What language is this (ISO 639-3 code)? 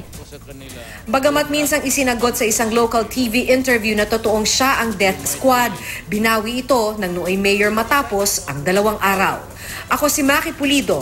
fil